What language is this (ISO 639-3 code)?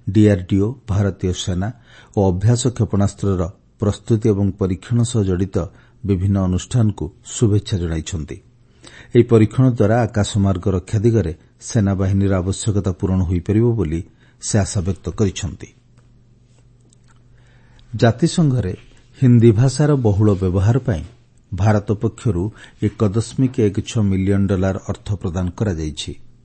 ori